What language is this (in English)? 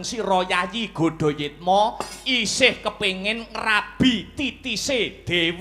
Javanese